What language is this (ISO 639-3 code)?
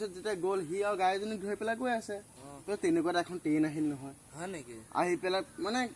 asm